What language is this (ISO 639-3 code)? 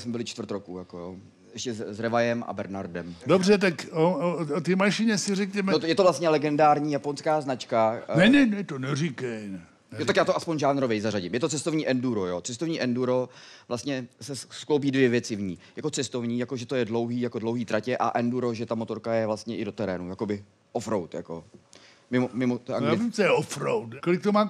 ces